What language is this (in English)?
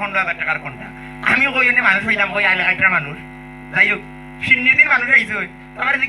Sylheti